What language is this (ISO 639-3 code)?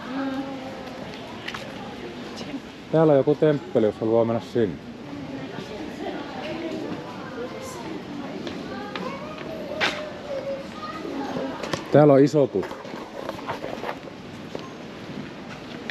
fin